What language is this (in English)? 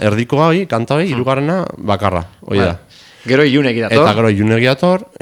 Basque